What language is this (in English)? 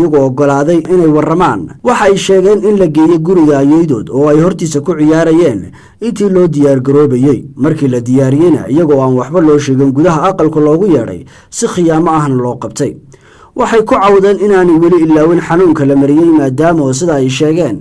Somali